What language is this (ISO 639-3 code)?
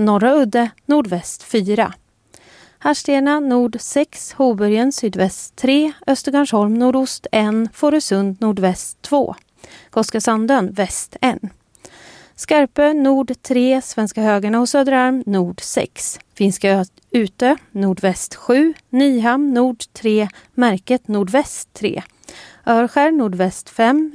swe